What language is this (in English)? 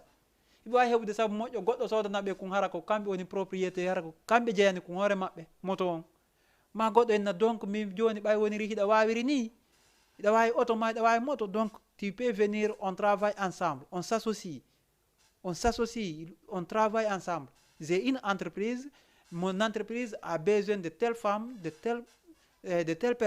Fula